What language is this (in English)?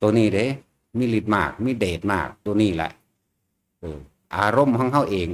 Northeastern Thai